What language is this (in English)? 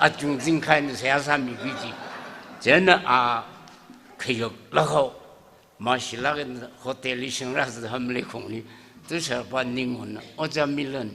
Tangkhul Naga (India)